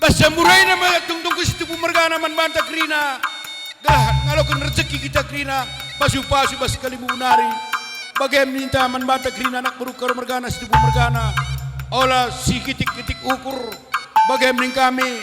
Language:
Batak Karo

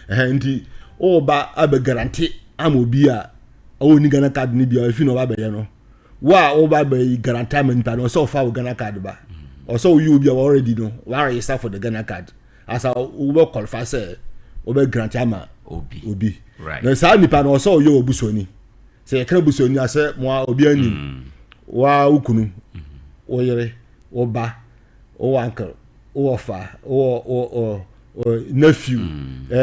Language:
Akan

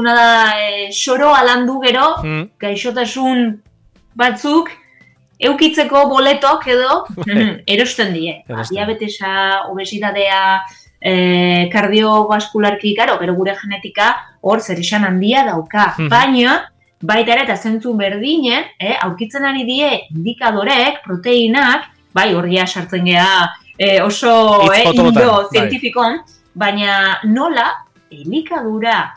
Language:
Basque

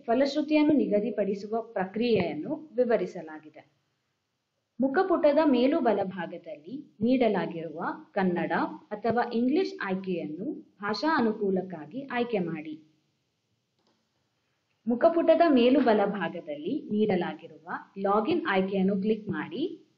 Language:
Kannada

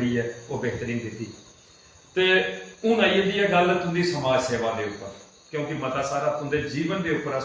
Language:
Dogri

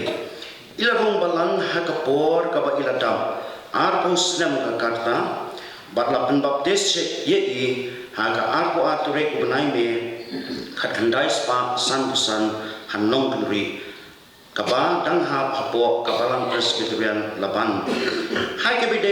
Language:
Khasi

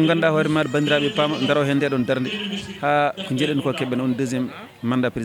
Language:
Fula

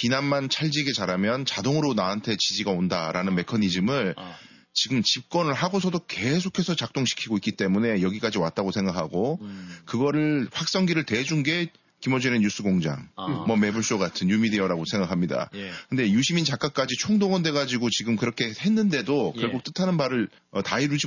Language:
Korean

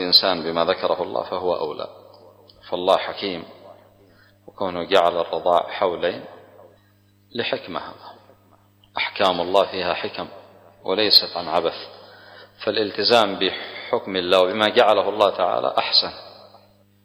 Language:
Arabic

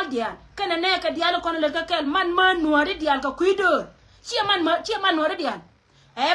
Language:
Nuer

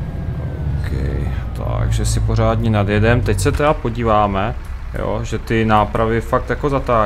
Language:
Czech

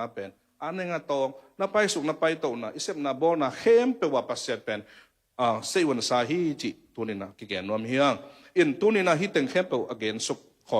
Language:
Tedim Chin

